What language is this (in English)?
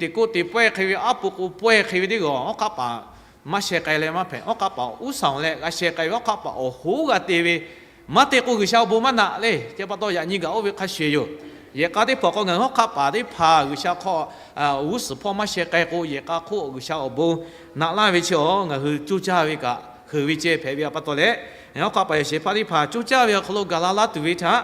Lahu